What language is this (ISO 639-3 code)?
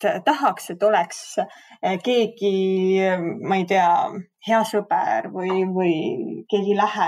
est